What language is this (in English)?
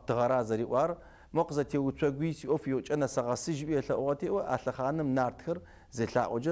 Adyghe